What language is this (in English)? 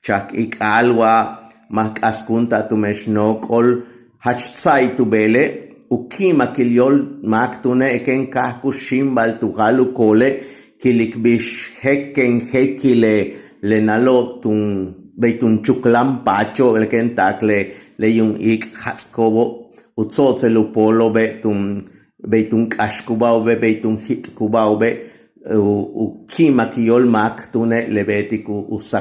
Yucateco